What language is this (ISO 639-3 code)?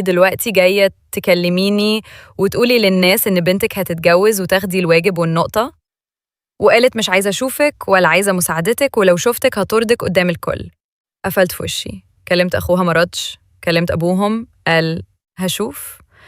arz